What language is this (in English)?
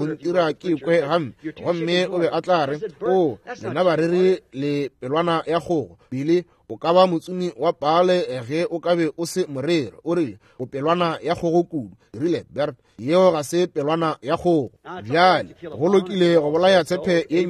Northern Sotho